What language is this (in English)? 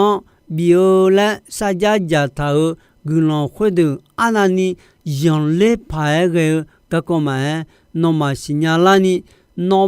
Akha